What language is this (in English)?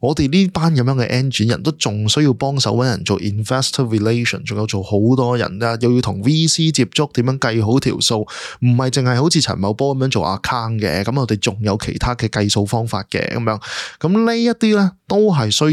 Cantonese